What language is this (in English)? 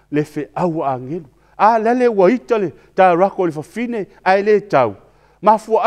Samoan